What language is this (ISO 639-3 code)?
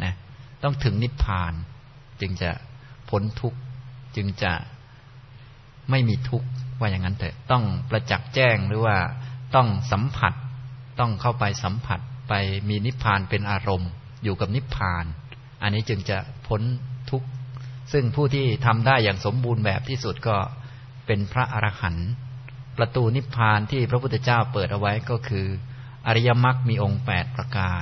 tha